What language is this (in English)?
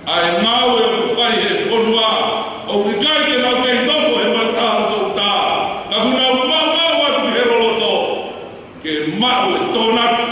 Tongan